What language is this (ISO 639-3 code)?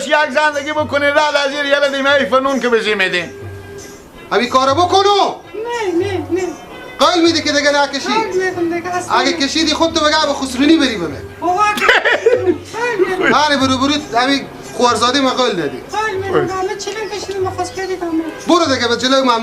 fas